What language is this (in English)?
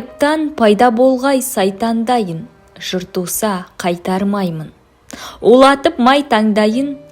Kazakh